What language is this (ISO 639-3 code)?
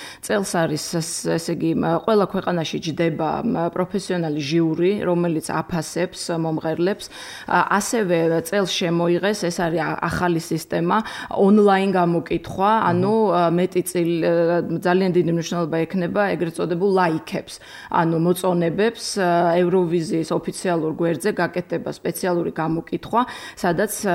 kat